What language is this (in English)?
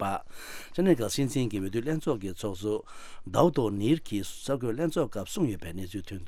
Tibetan